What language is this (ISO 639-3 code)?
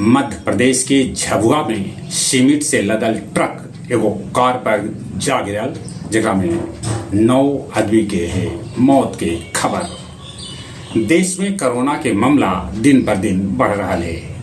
mag